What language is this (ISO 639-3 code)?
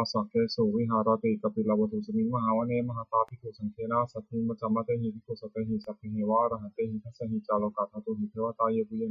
pli